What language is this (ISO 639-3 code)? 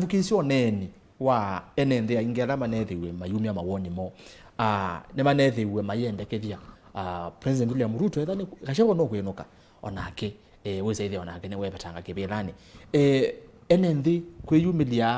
kam